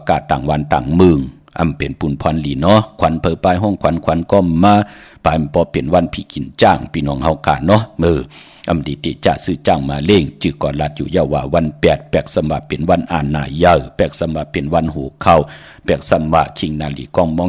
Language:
Shan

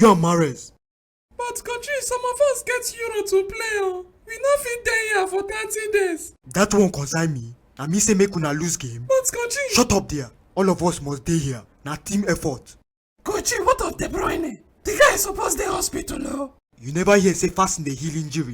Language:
Nigerian Pidgin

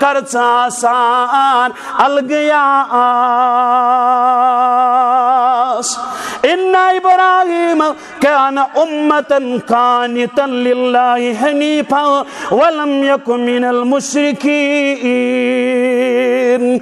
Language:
Kashmiri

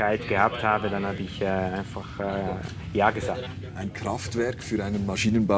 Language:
Swiss German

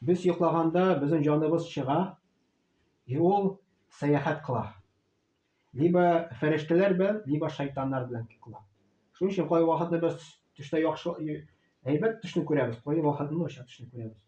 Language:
Tatar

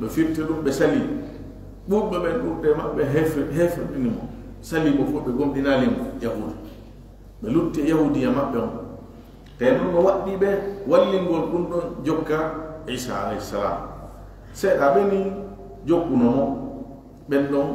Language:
Fula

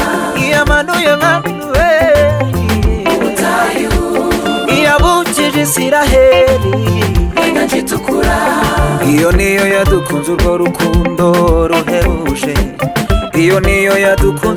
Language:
Kinyarwanda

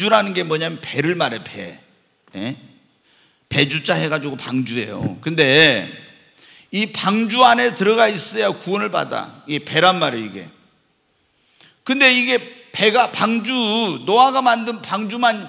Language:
Korean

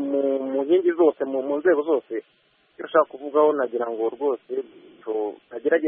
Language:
Kinyarwanda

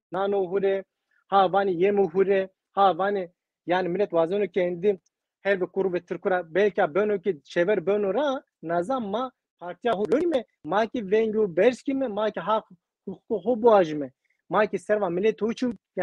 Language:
Zaza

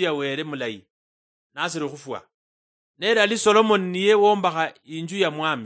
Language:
Luyia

